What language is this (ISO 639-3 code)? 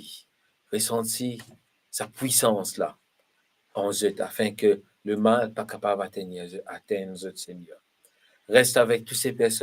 mfe